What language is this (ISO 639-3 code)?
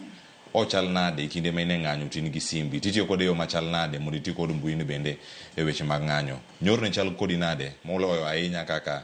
luo